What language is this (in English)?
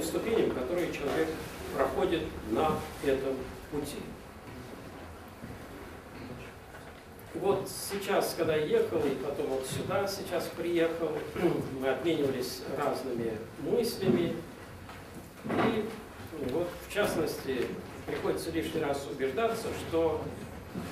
Russian